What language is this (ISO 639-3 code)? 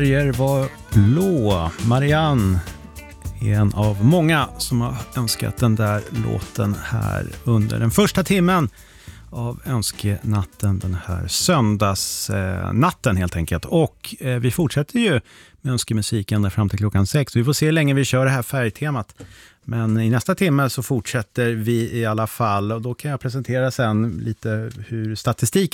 swe